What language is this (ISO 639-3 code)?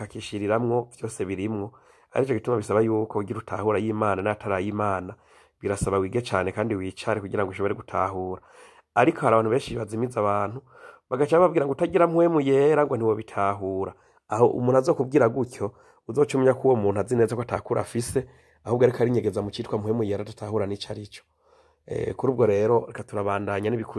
run